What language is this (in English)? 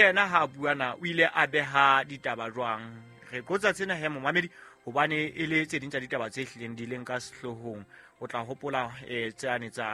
Southern Sotho